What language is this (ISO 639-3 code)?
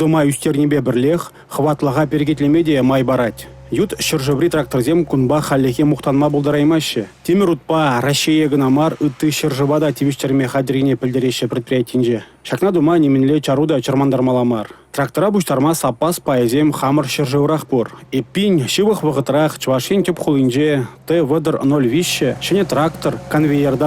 chv